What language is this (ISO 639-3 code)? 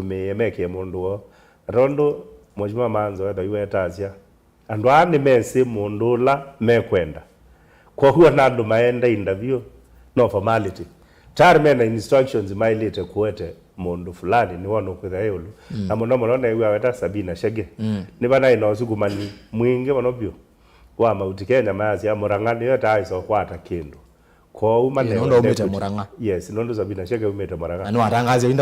kam